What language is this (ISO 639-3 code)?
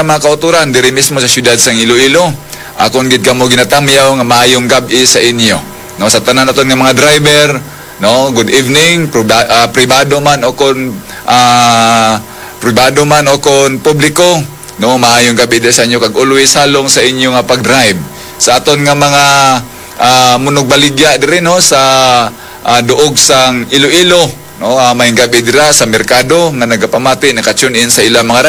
hil